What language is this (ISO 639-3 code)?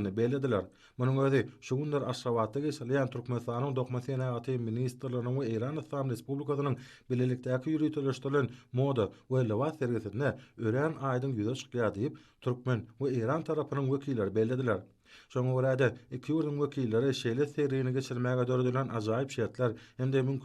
tuk